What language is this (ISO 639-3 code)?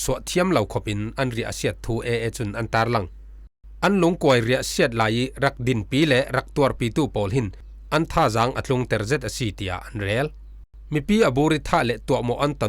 cfm